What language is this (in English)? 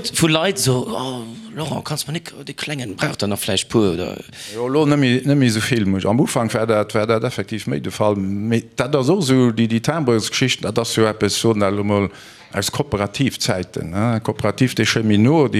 Luxembourgish